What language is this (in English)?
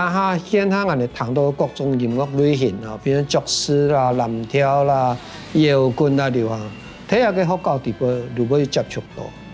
Hakka Chinese